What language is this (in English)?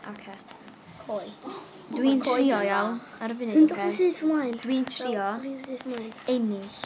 Welsh